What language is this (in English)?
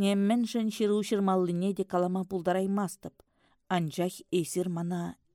Chuvash